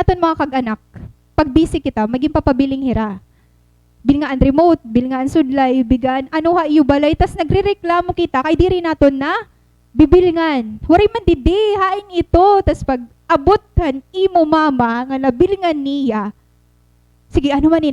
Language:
Waray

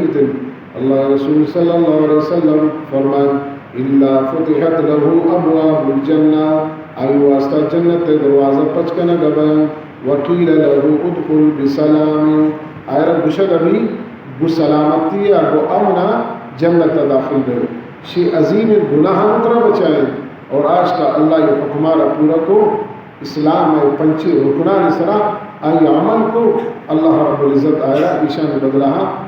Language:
Baluchi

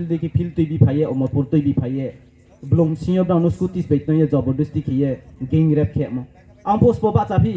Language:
Riang (India)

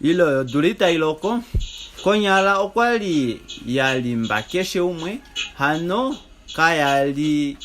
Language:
Kuanyama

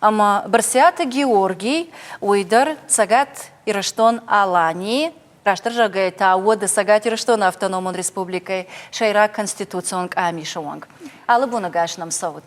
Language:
Ossetic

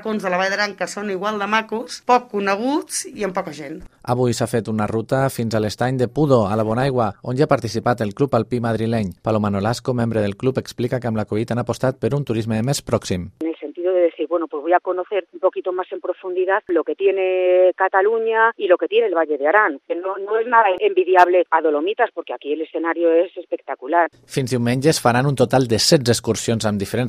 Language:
Catalan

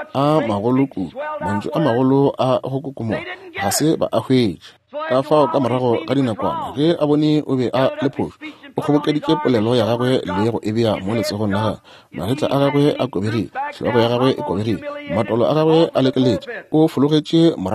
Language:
Northern Sotho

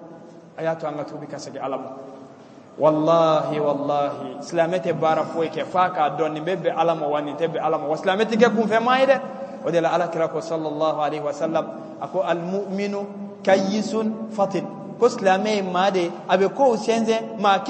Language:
Bambara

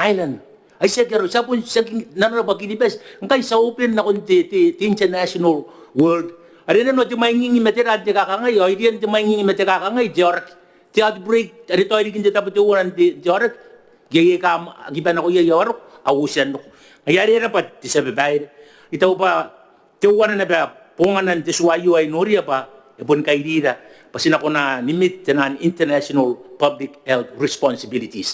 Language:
Gilbertese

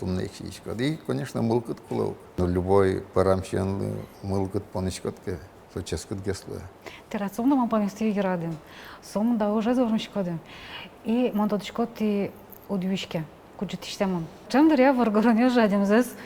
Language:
Udmurt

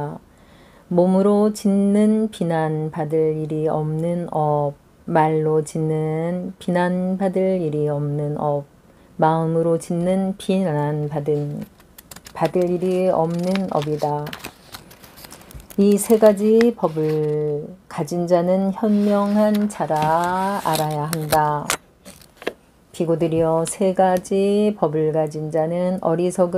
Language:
Korean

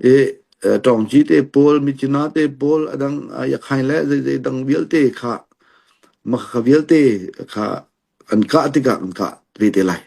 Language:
Hakha Chin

